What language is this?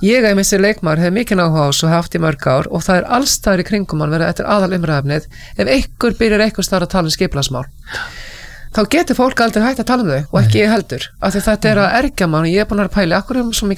Icelandic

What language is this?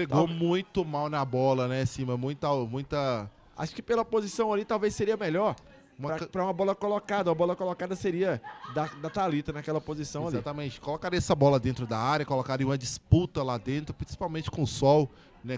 Portuguese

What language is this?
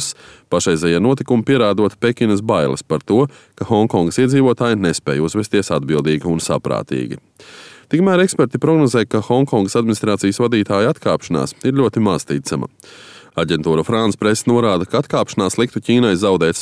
Latvian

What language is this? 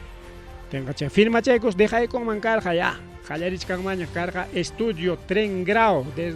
Ayacucho Quechua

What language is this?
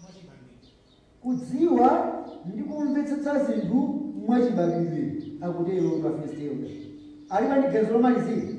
Nyanja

